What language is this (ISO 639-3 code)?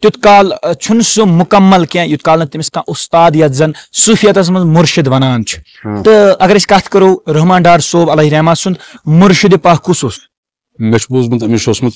kas